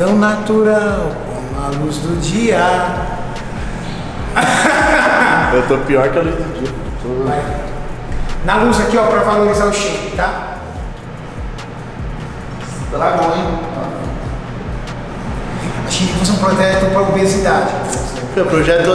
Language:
Portuguese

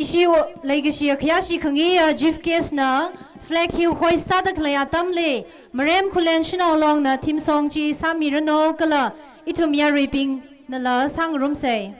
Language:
Tangkhul Naga (India)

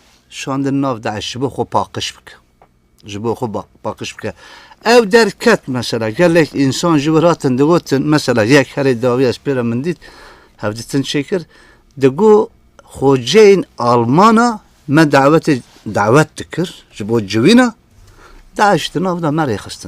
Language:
Kurdish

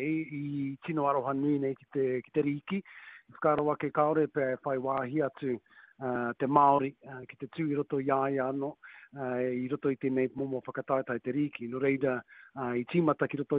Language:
Māori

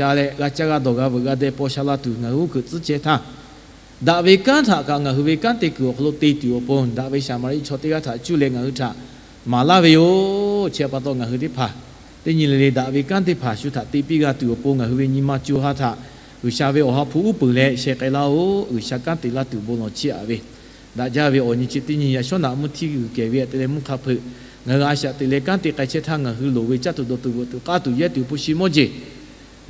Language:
Lahu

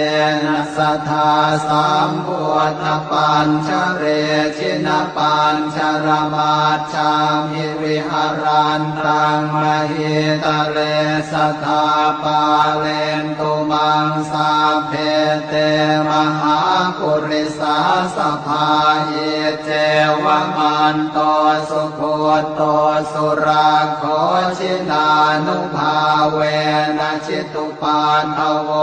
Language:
Pali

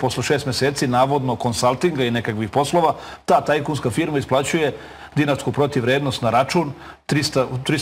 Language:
Serbian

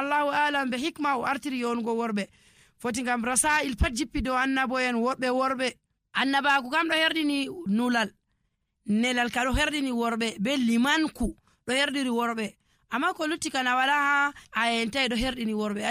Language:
Nigerian Fulfulde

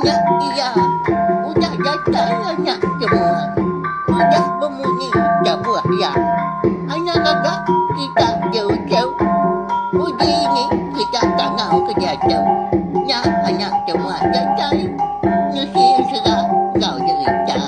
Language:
Iban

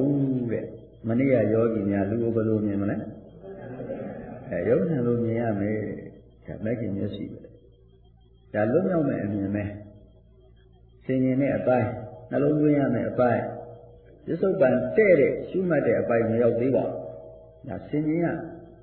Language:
Burmese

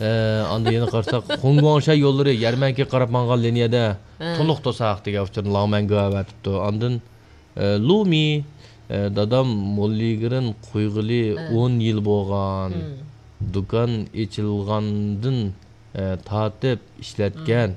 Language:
Uyghur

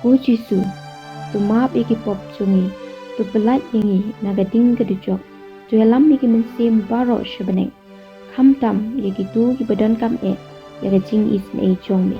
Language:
Khasi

